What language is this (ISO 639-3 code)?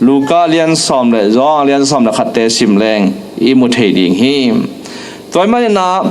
ctd